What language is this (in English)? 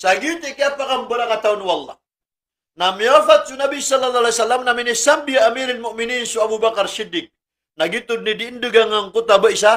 Maranao